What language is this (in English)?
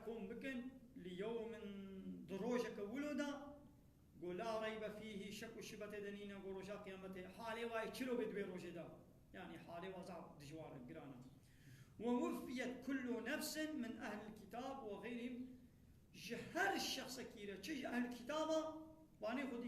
Kurdish